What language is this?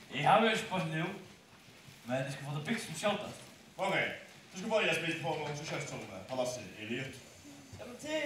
Faroese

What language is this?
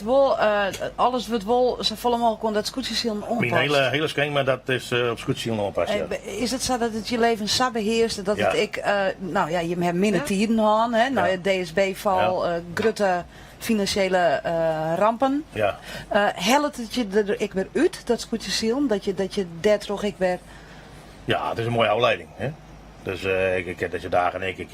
Western Frisian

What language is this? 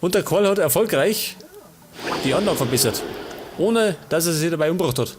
Bavarian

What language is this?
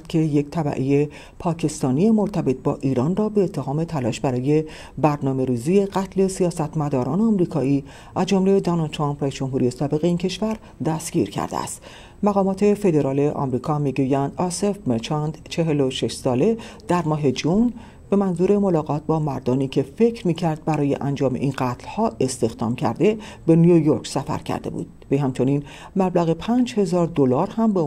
Persian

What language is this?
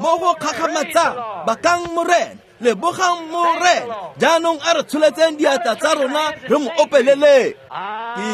Tswana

